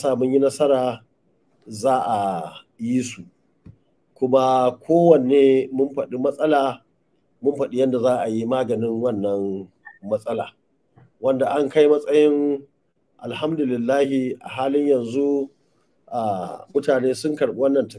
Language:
Hausa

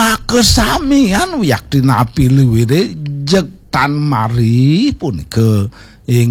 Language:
Balinese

